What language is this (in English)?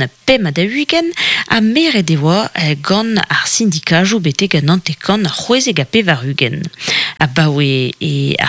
Breton